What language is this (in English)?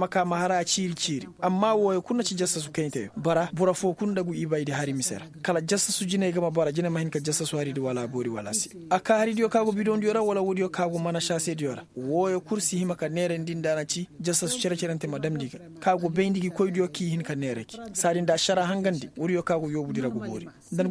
Koyraboro Senni